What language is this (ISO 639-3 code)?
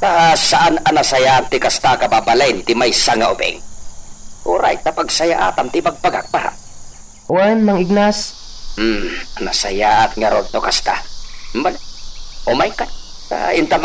ilo